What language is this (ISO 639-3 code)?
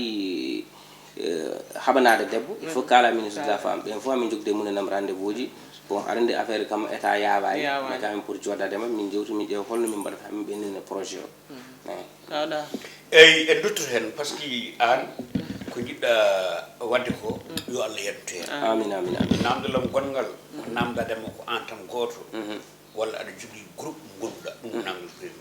ful